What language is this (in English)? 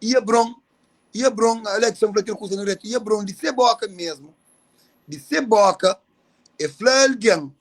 Kabuverdianu